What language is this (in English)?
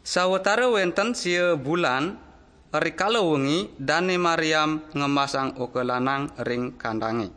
Balinese